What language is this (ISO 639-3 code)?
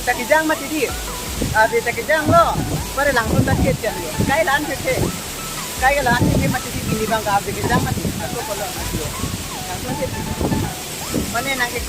mjw